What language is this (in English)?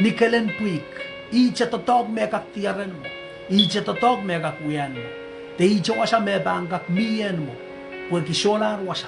Pohnpeian